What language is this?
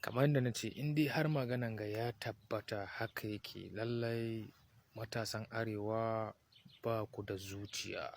Hausa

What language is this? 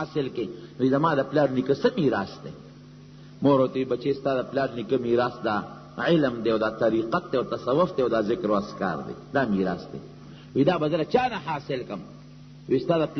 Pashto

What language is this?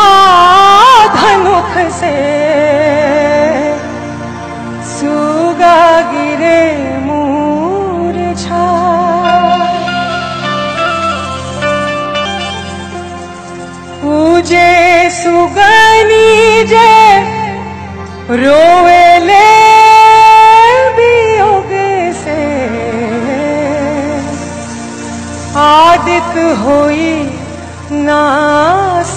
Bhojpuri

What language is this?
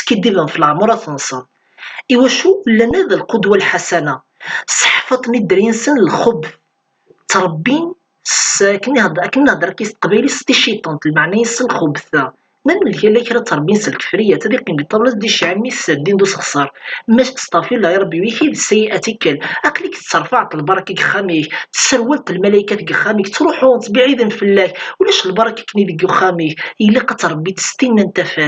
Kabyle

